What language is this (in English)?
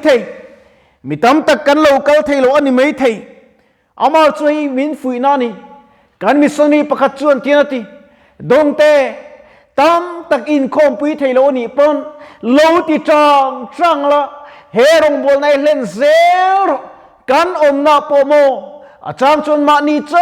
Mizo